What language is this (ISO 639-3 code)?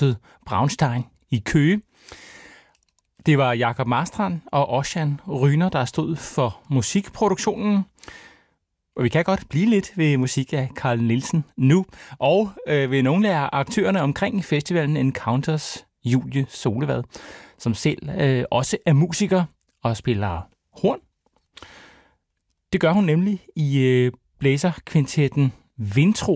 dan